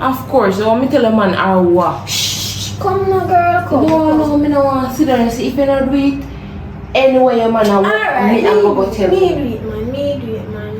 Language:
Jamaican Creole English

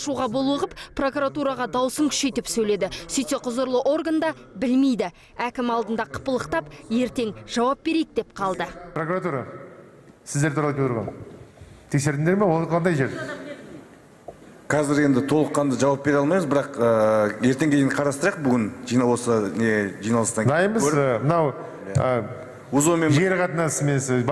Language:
Kazakh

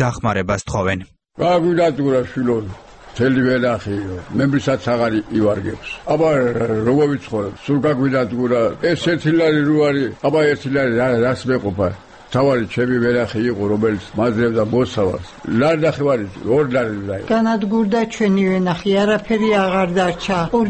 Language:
Georgian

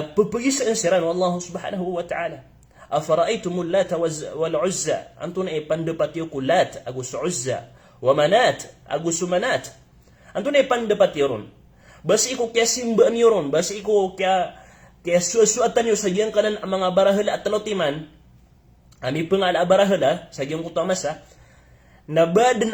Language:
Maranao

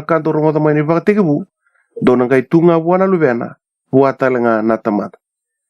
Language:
Fijian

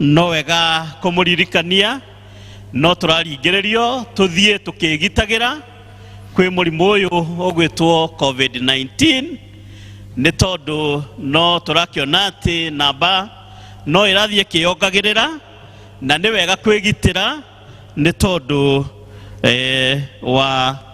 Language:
Kikuyu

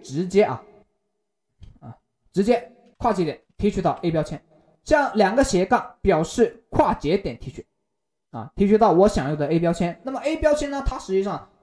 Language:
Chinese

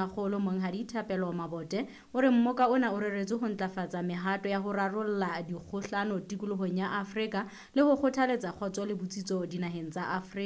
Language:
Southern Sotho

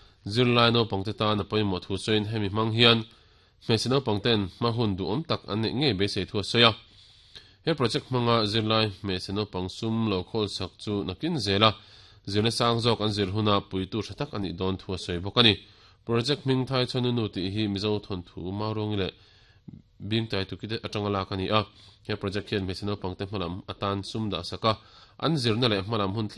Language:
Mizo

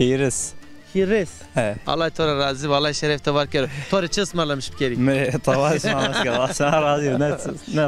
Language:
Zaza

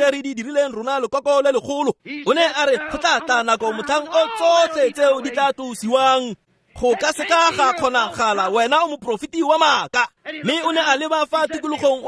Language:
Tswana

